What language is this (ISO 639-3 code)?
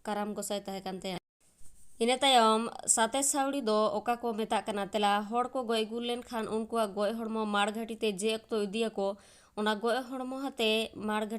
sat